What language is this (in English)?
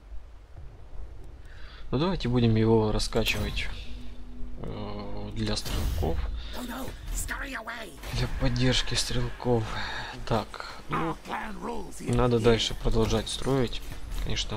Russian